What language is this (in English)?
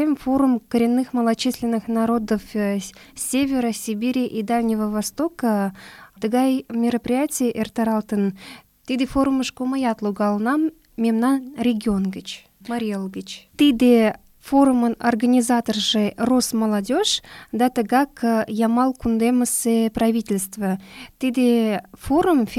Mari